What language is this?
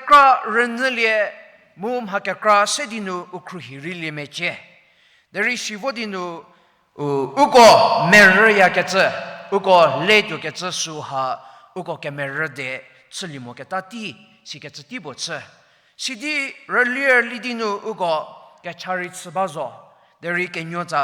Angami Naga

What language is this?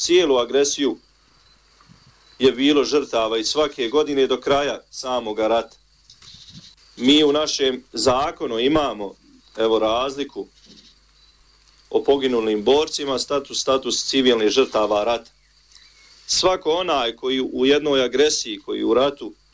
Bosnian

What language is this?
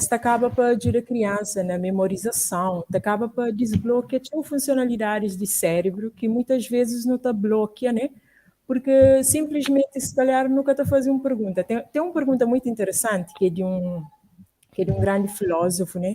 Kabuverdianu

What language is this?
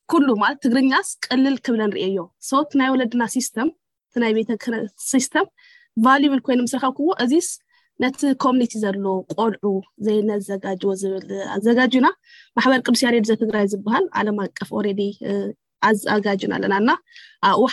Tigrinya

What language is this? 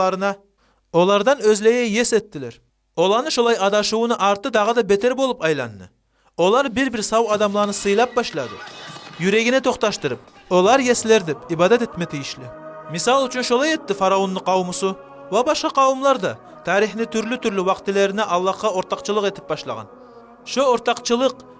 Kumyk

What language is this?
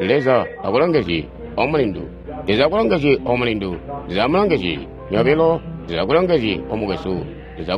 Tonga (Zambia)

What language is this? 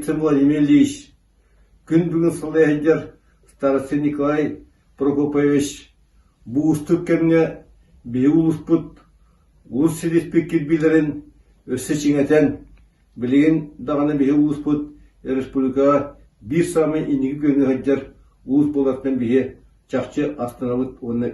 Yakut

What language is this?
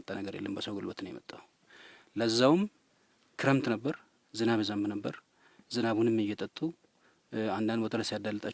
Amharic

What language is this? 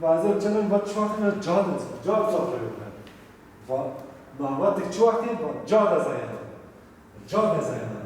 Zaza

